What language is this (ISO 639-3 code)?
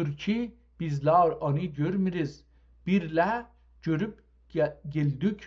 azb